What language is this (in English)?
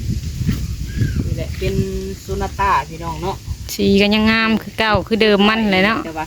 Lao